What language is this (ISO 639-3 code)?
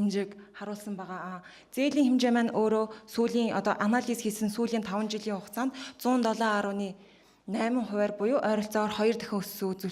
mon